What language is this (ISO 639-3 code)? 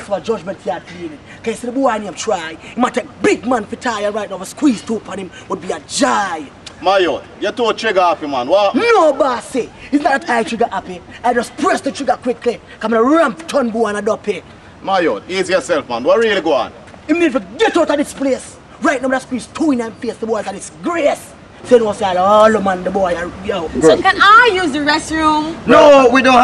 jam